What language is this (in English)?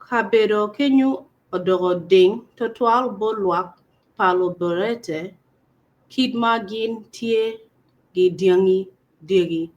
Acoli